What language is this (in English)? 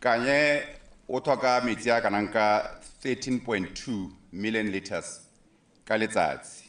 Tswana